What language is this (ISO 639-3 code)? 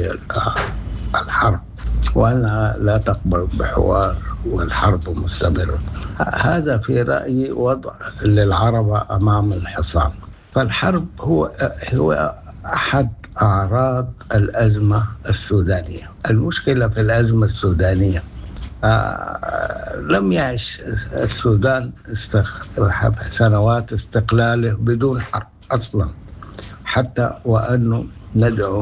apd